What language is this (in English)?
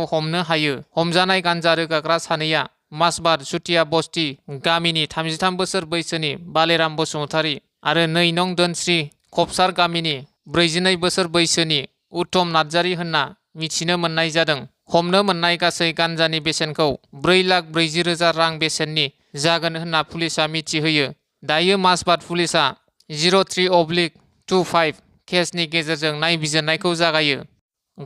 Bodo